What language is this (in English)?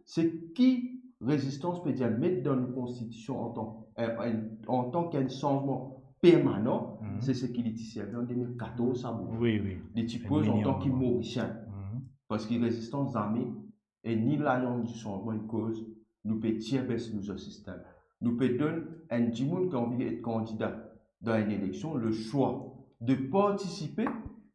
Morisyen